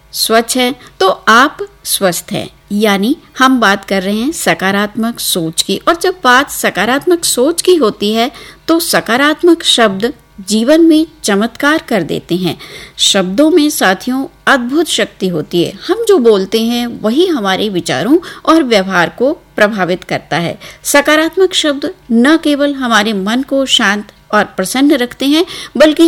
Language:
Hindi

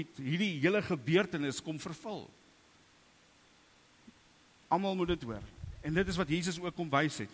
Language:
Afrikaans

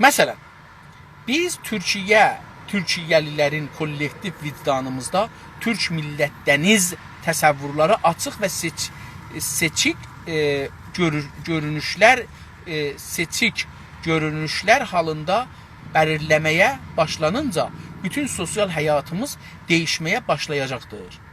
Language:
South Azerbaijani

